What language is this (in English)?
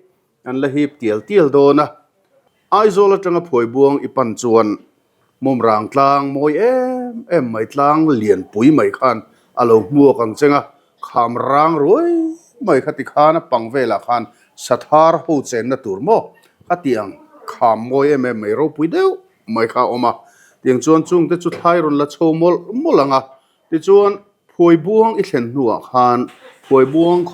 Mizo